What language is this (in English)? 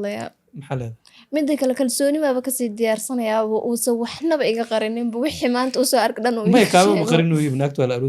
Somali